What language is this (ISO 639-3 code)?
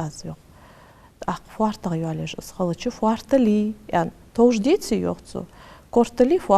inh